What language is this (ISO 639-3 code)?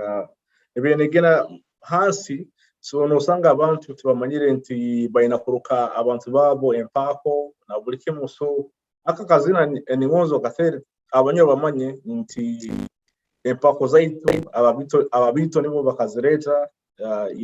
nyo